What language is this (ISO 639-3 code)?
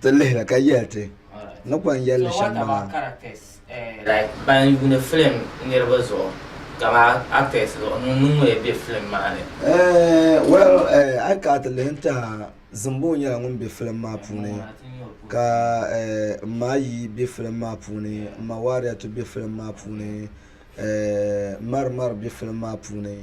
dag